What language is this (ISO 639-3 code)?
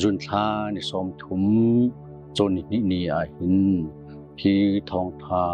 cnh